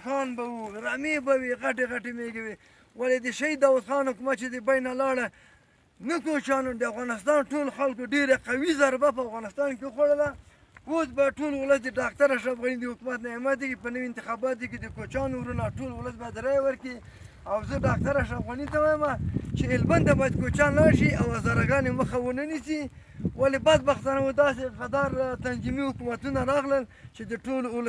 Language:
Pashto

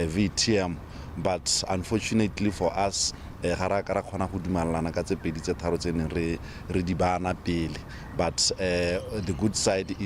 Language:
Tswana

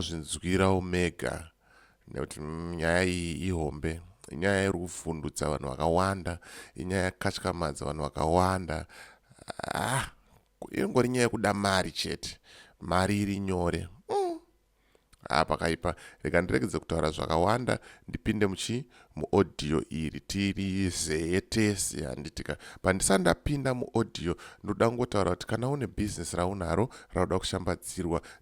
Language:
Shona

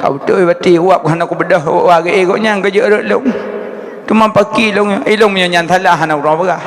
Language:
Achinese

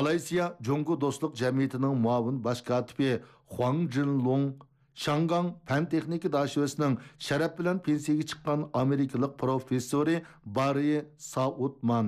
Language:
Uyghur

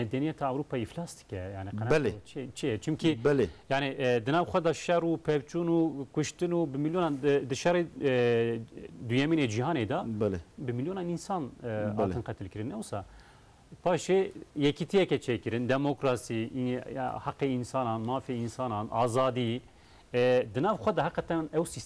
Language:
Kurdish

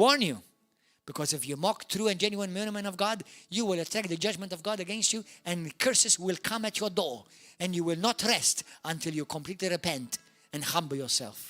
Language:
English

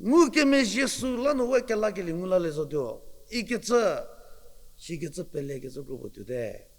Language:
Angami Naga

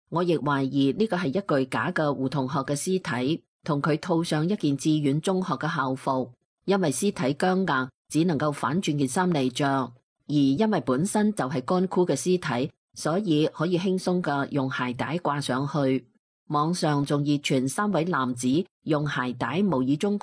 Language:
Cantonese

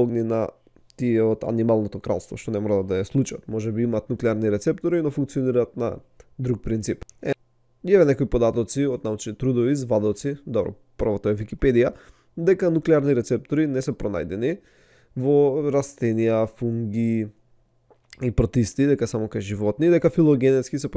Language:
Macedonian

